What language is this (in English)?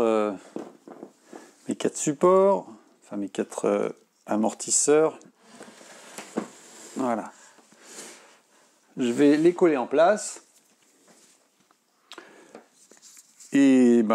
French